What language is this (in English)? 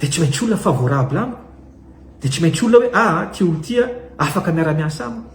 Malagasy